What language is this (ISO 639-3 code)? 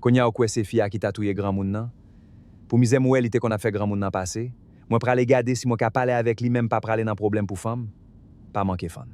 hat